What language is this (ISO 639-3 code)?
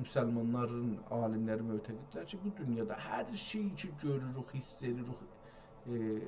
azb